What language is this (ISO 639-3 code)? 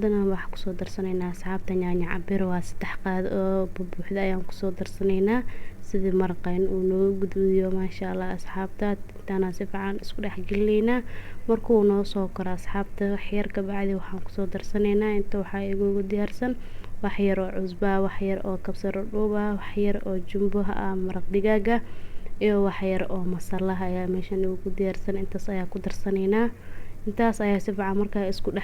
som